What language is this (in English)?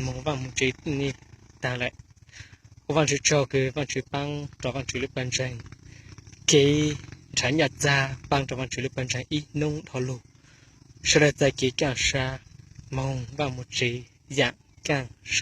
Hmong